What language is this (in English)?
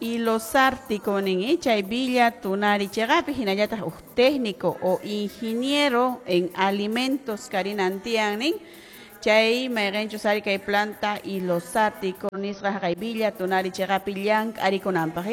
Quechua